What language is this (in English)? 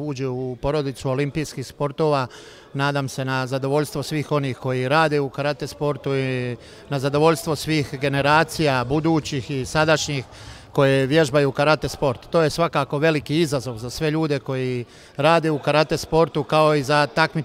Bosnian